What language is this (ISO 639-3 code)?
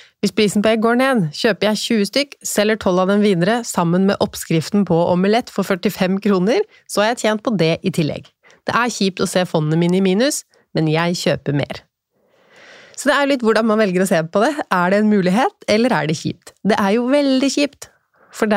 nor